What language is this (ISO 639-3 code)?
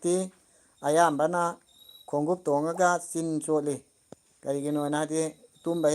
mni